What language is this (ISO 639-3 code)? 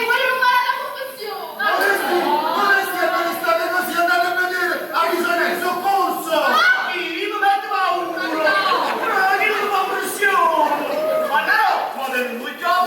nap